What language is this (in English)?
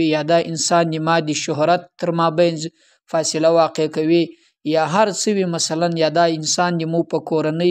Pashto